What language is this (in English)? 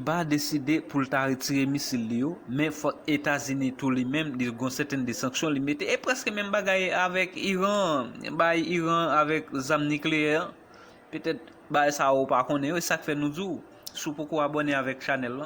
Haitian Creole